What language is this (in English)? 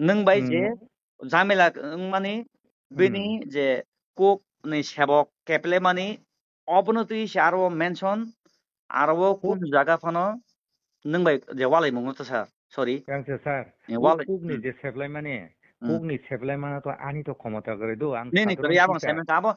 Kok Borok